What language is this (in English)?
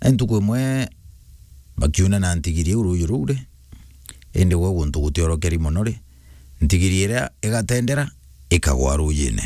Meru